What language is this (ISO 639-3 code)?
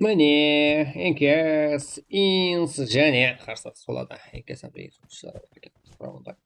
kaa